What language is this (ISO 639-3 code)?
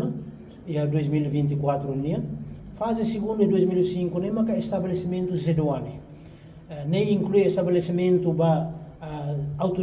tet